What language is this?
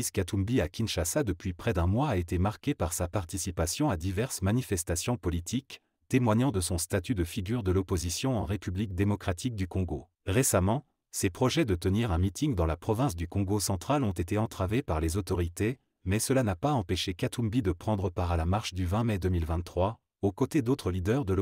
French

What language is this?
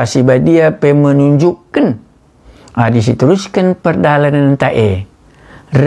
Batak Karo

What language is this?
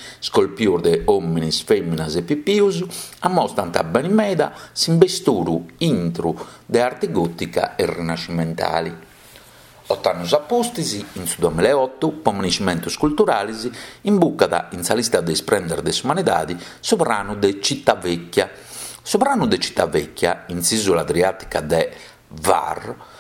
Sardinian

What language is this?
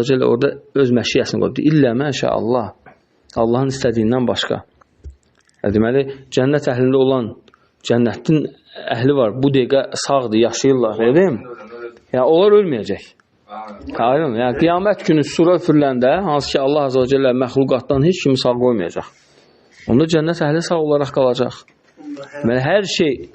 Azerbaijani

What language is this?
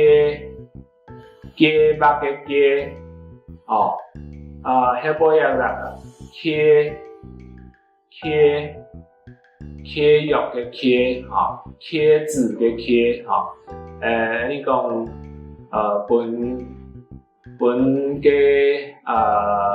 Hakka Chinese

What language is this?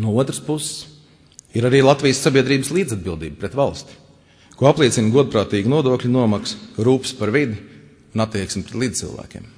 Latvian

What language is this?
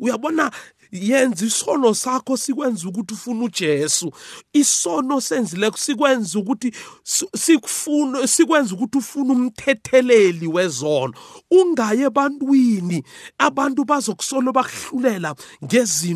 South Ndebele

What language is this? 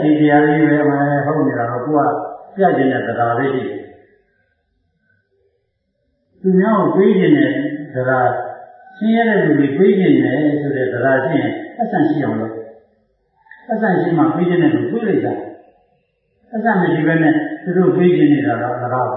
Burmese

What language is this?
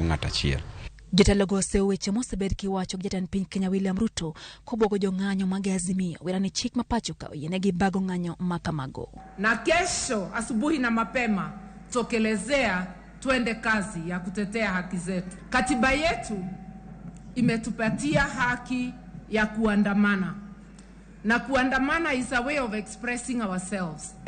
Luo (Kenya and Tanzania)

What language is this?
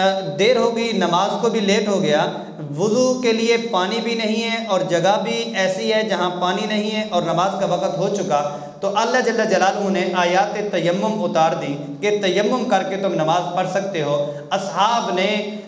Urdu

